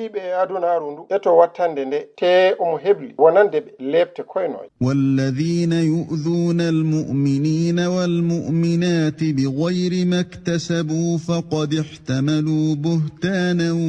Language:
Fula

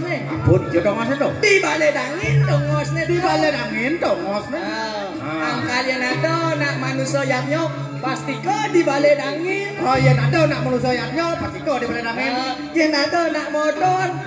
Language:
Balinese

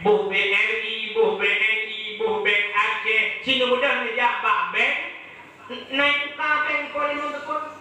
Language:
Achinese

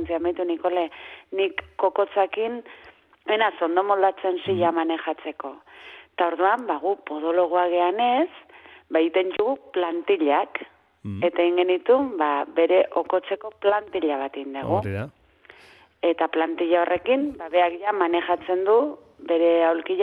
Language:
Basque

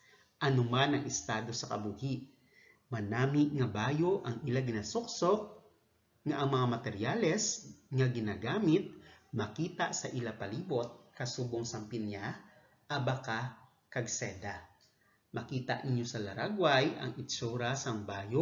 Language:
Hiligaynon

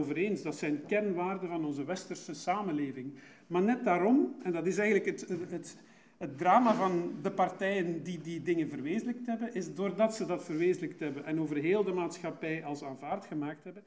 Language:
Dutch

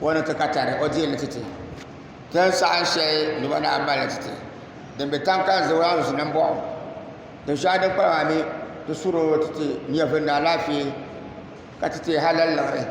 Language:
Dagbani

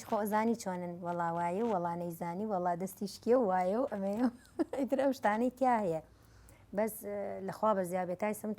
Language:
Central Kurdish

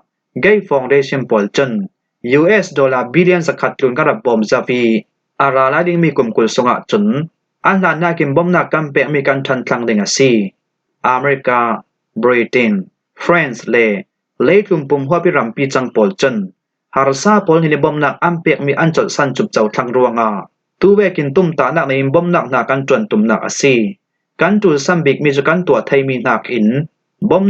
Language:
Falam Chin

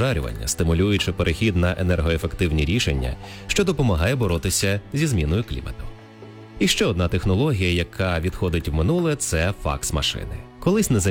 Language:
Ukrainian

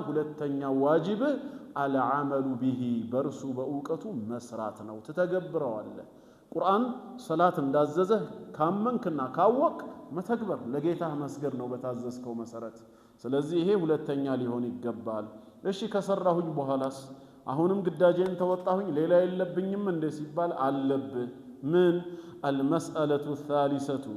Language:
Amharic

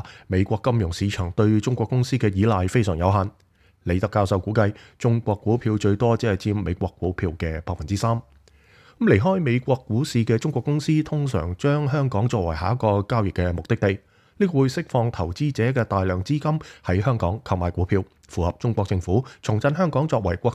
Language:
Cantonese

